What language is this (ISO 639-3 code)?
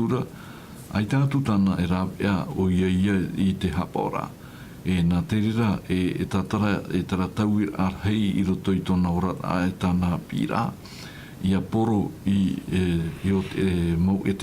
tah